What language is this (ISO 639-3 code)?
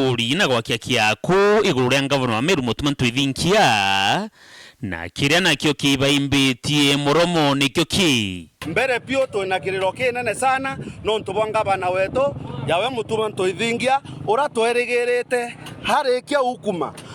mer